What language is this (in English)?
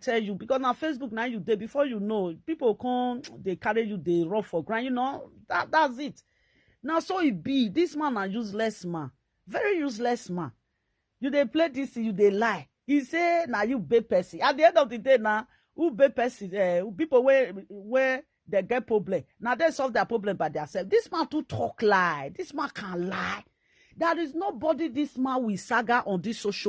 Nigerian Pidgin